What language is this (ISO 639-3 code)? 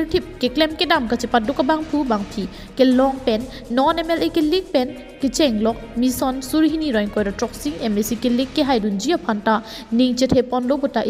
mjw